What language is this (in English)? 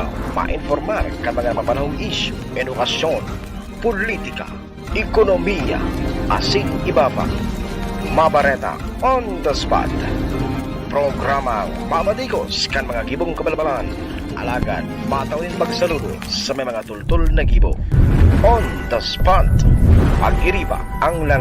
Bikol